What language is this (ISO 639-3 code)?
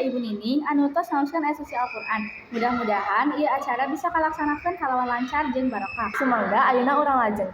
sun